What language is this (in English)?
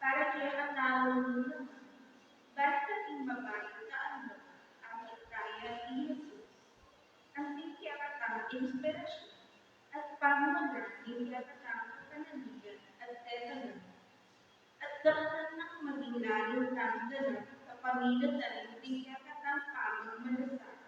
Pampanga